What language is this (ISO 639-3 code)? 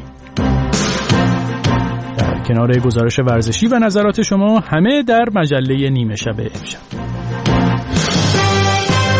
fas